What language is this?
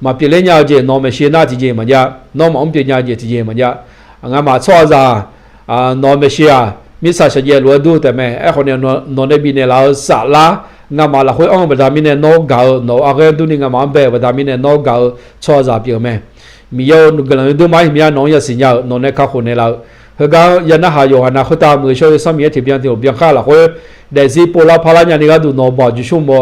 Akha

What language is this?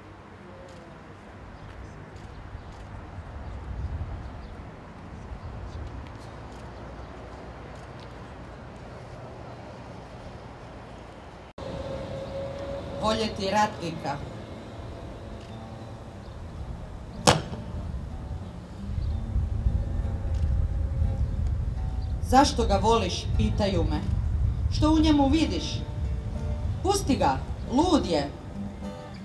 Croatian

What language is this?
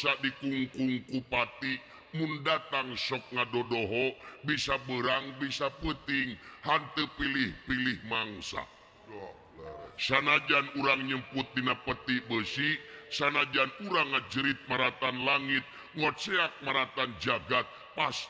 Sundanese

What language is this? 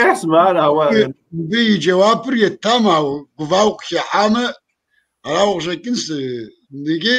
Kabardian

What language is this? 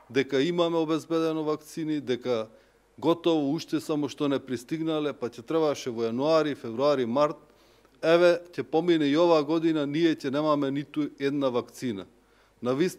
Macedonian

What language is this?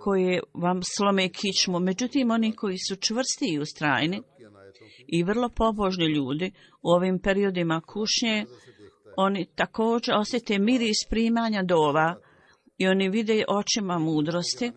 Bosnian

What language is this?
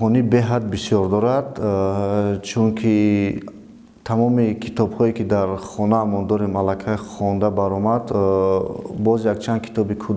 Tajik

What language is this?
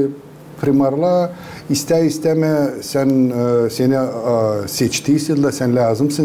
Gagauz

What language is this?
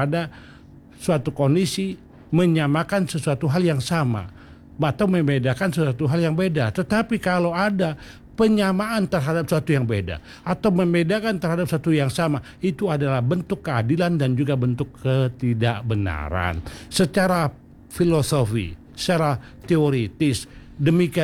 Indonesian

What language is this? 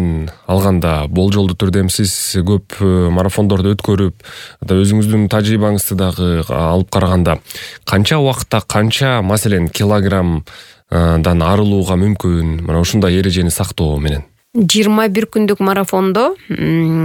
Kyrgyz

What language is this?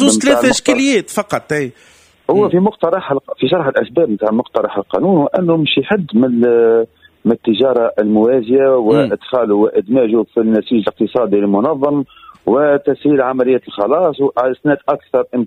Tunisian Arabic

